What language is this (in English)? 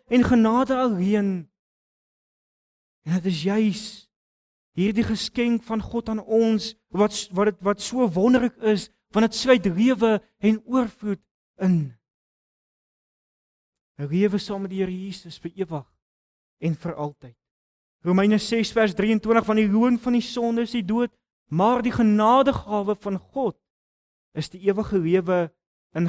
Afrikaans